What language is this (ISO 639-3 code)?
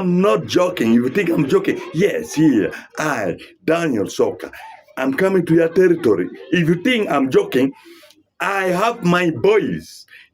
ach